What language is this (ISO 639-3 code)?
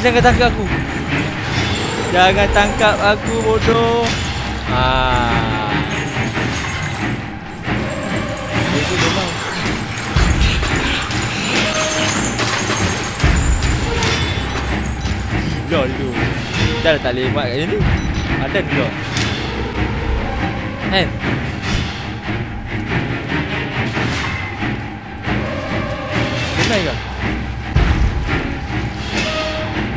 msa